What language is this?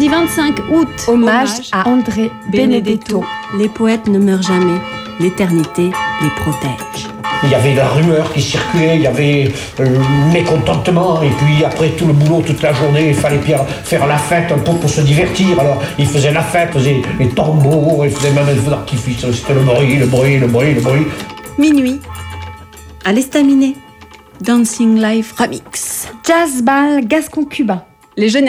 French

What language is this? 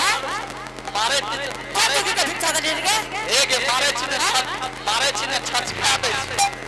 Angika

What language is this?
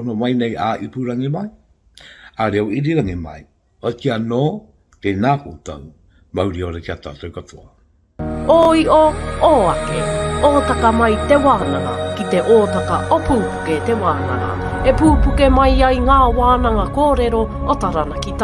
Māori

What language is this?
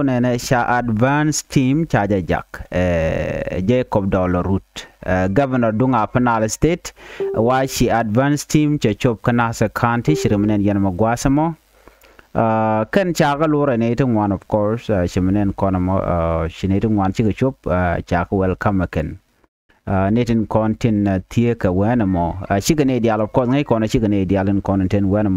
Nuer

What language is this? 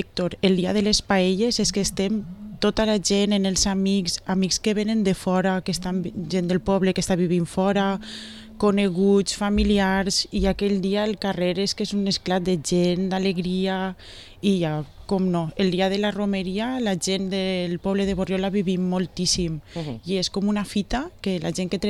Catalan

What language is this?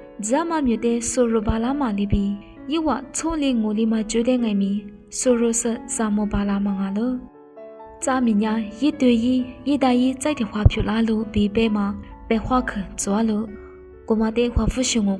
Lisu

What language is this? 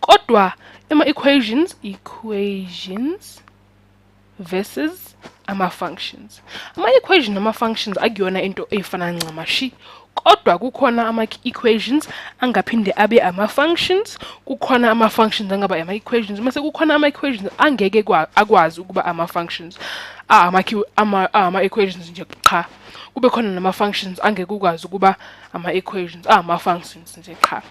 Zulu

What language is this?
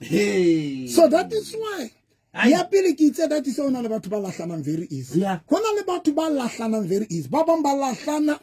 Southern Sotho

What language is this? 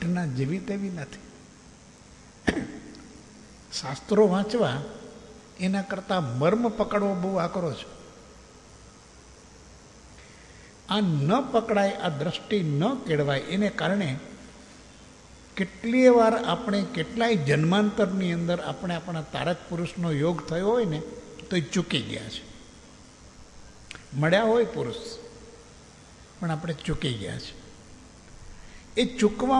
Gujarati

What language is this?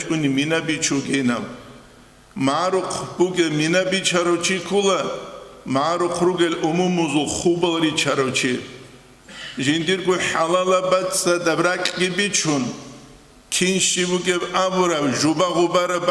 Avaric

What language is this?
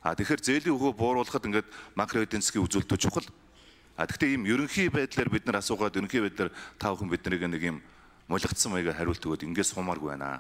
Mongolian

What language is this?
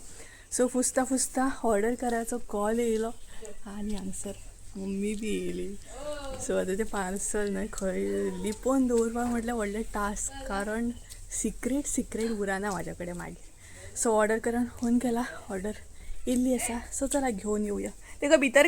Konkani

